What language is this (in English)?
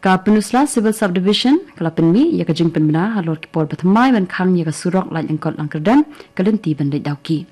Khasi